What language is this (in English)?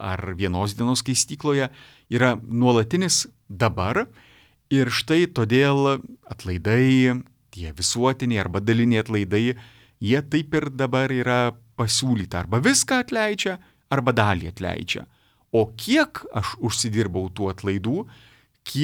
Lithuanian